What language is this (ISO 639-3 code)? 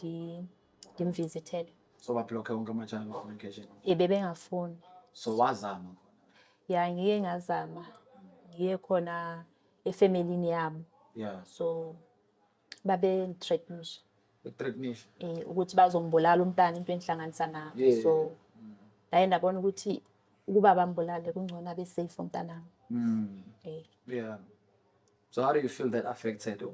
zul